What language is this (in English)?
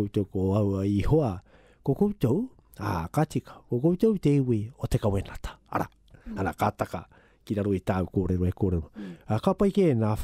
Māori